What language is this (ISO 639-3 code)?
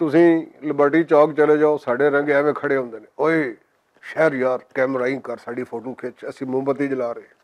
lah